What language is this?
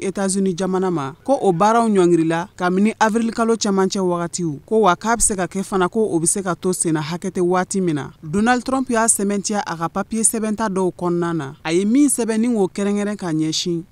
Bambara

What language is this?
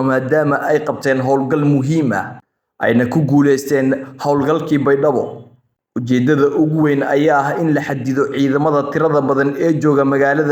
Somali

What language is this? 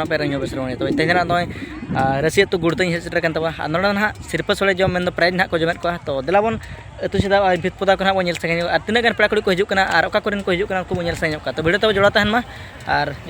Santali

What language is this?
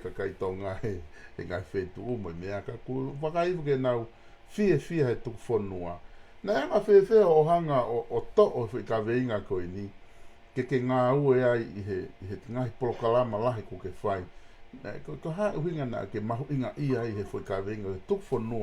Tongan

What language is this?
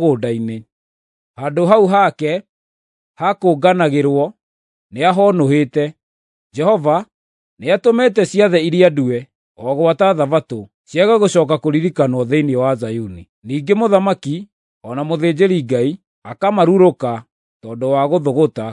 Kikuyu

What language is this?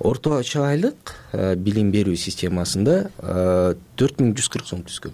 Kyrgyz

